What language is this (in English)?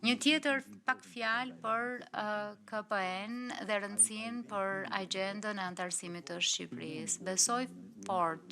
Albanian